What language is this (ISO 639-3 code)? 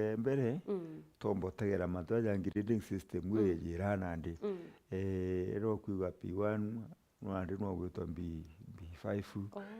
mer